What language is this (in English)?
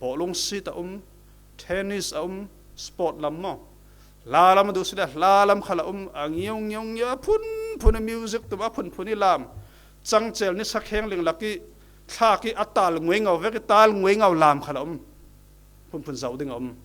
Falam Chin